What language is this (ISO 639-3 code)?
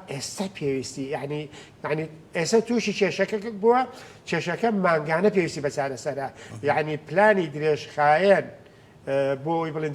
ckb